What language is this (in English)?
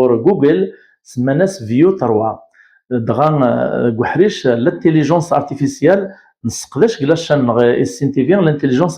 Kabyle